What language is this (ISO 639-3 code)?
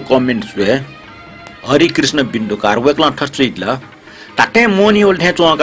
new